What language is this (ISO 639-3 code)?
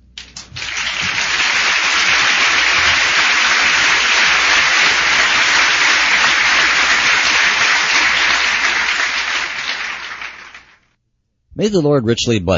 eng